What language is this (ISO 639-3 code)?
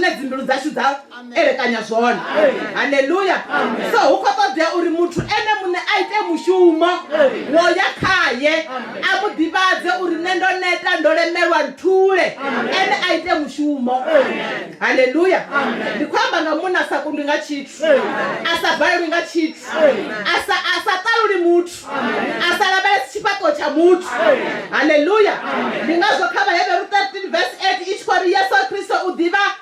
ven